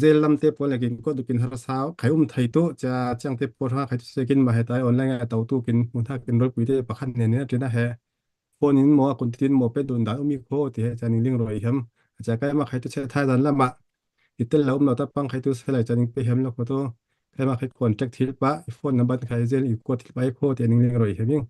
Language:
Falam Chin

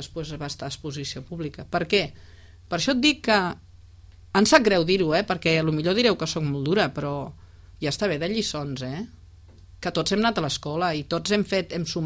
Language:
Catalan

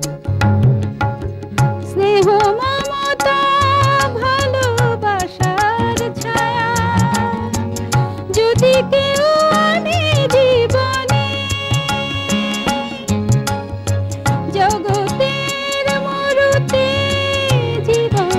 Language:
Bangla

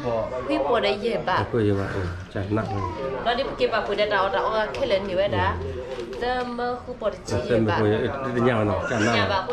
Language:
S'gaw Karen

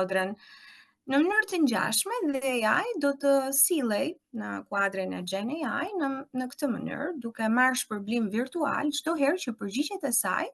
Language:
Albanian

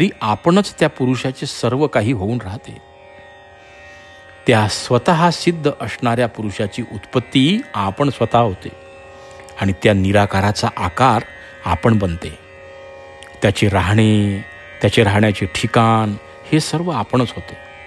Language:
Marathi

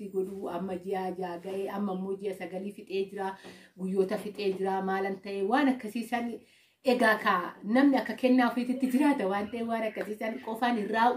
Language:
Oromo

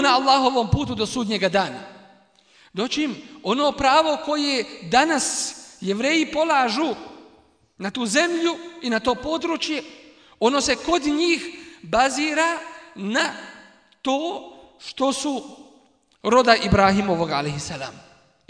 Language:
Bosnian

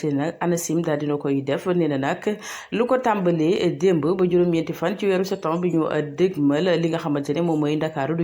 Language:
Wolof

